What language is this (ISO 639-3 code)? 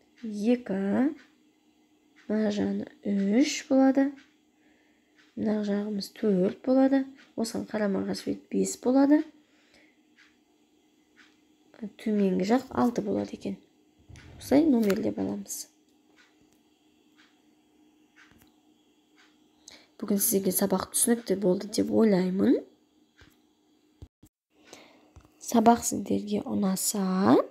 kaz